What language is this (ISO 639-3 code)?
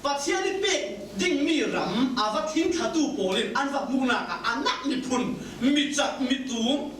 cfm